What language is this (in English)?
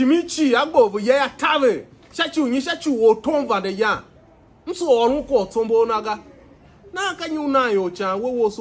Tiv